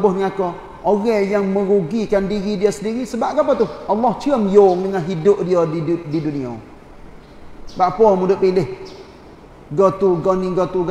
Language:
Malay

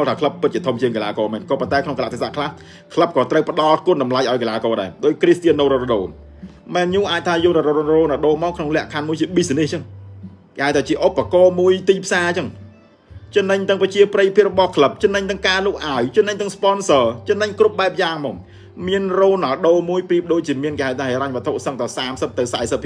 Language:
Khmer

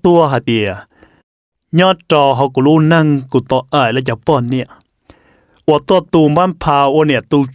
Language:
Vietnamese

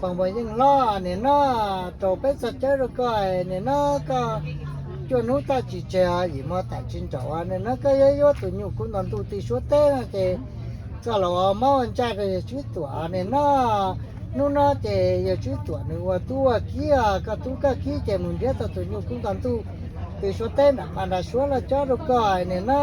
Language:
Hmong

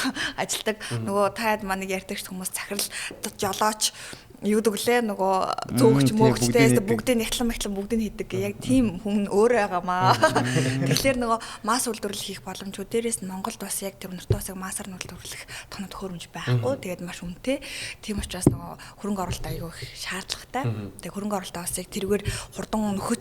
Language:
Mongolian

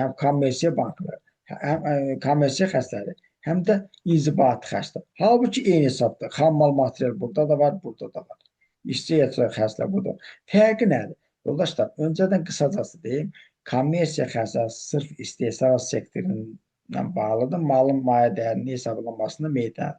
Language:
Azerbaijani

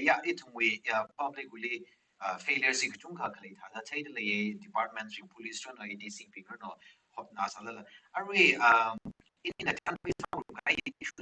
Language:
Tangkhul Naga (India)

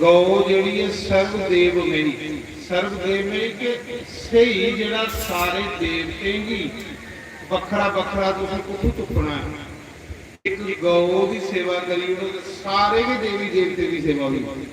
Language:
Dogri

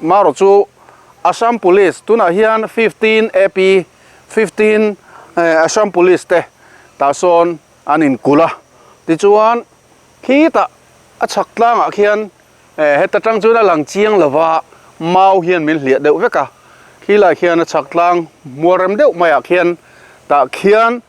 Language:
Mizo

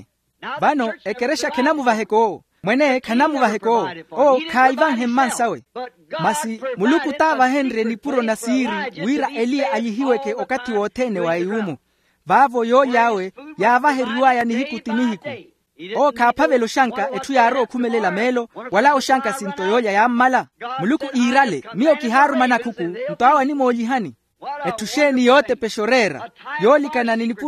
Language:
Makhuwa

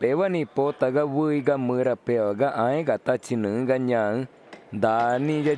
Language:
Ticuna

